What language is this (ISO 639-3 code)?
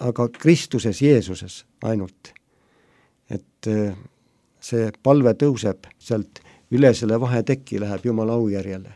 est